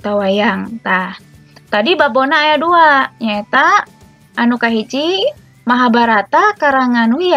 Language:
Sundanese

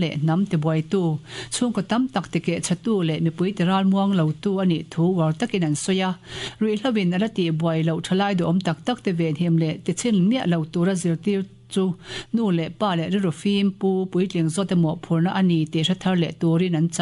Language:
Mizo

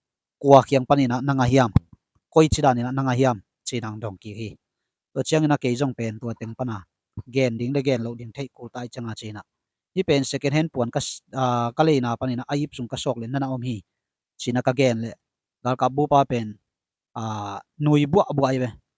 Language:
Tedim Chin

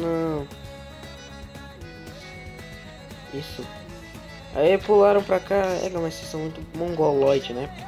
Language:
Portuguese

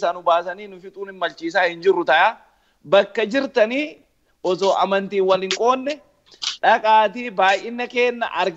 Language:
Oromo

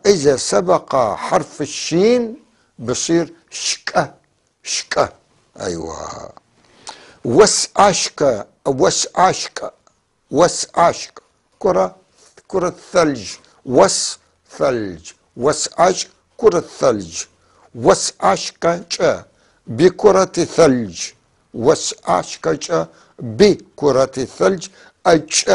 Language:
North Levantine Arabic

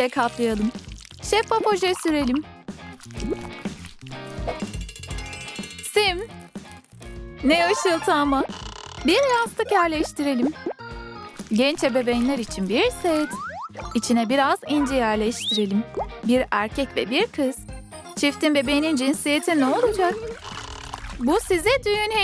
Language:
Turkish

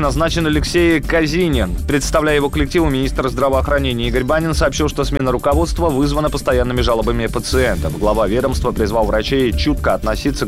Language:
Russian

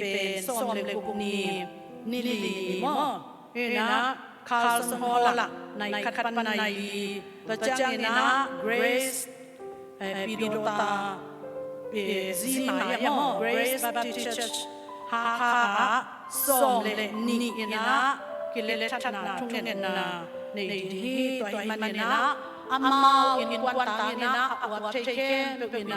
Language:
Tedim Chin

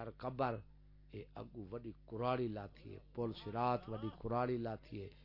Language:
Saraiki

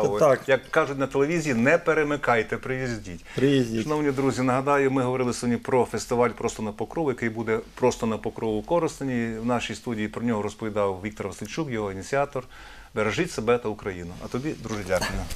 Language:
Ukrainian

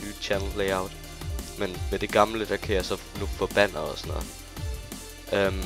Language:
Danish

